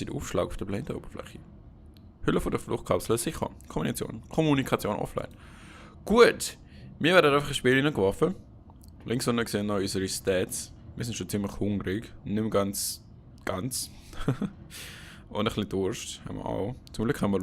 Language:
Swiss German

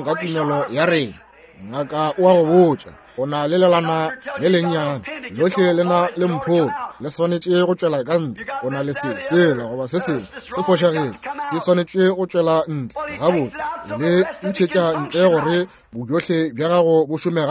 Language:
Northern Sotho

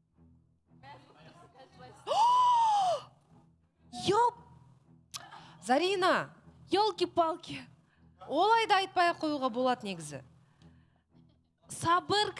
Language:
Kazakh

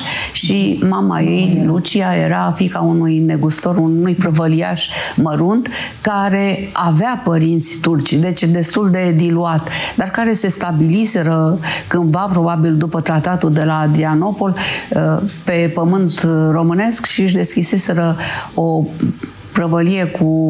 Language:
Romanian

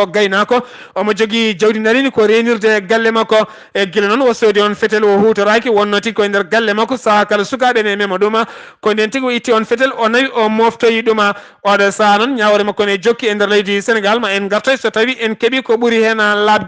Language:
Fula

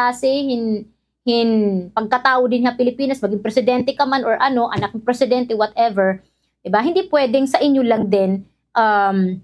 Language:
Waray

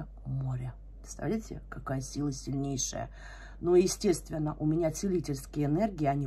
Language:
Russian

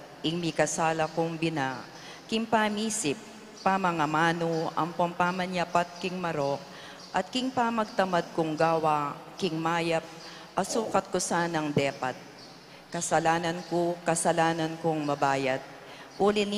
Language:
Pampanga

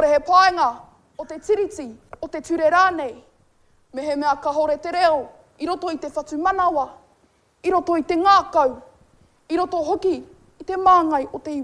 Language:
Māori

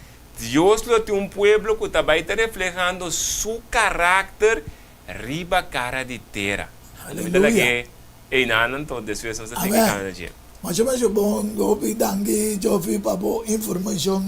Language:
Papiamento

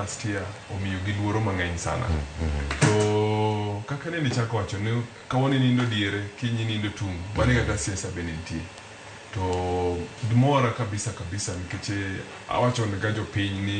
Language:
Luo (Kenya and Tanzania)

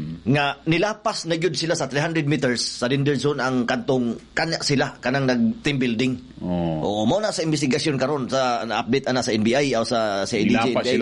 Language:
Cebuano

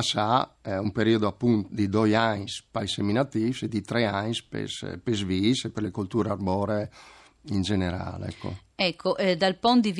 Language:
Friulian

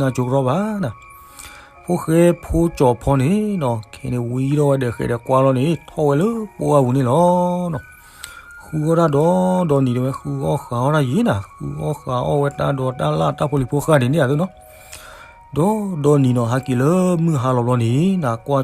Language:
S'gaw Karen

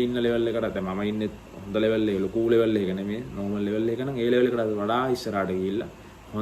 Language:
Sinhala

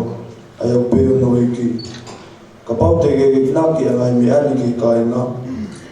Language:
Tongan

